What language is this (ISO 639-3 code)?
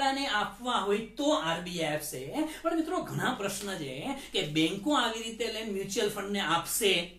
guj